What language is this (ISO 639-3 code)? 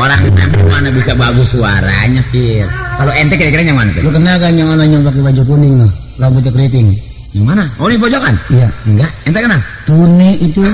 bew